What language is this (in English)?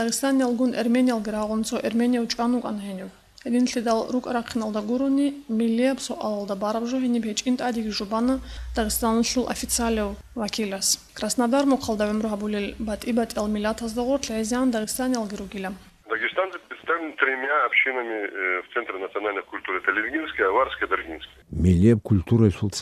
Avaric